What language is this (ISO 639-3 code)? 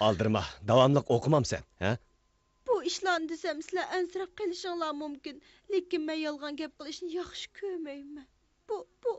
uig